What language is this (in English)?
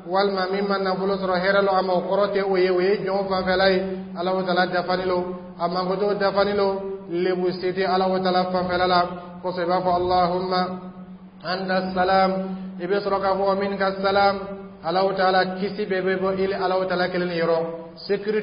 Dyula